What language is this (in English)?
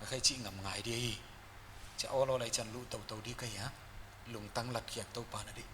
Paite Chin